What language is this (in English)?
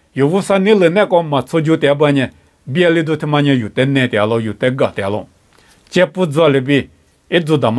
Lisu